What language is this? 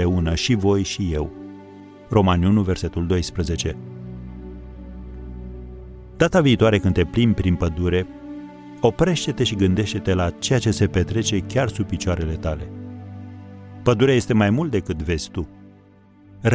Romanian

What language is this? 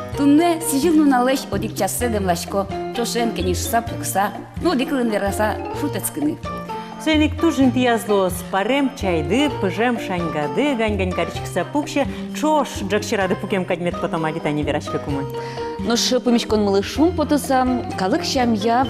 Udmurt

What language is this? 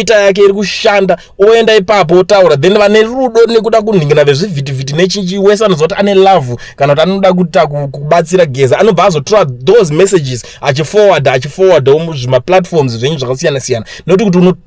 Shona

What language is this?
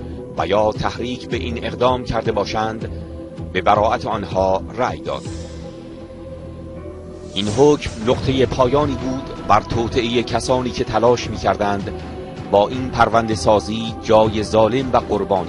Persian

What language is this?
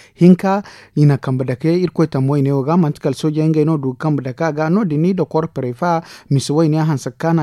Zarma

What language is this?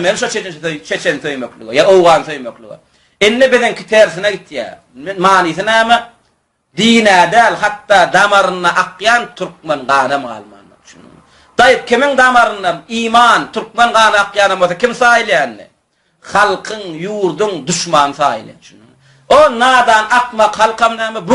Turkmen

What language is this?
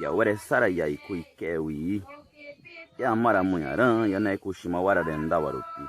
Nheengatu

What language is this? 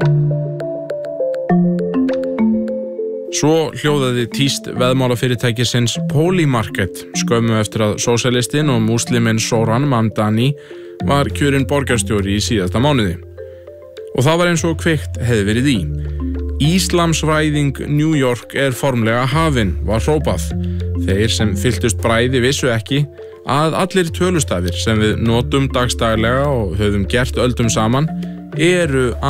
Icelandic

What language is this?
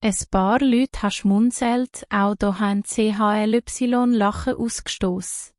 Swiss German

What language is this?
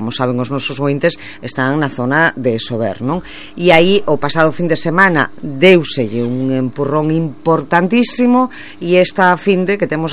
Galician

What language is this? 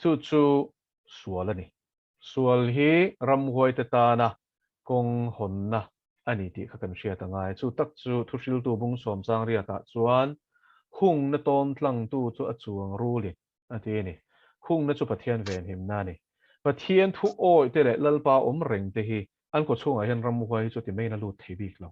Mizo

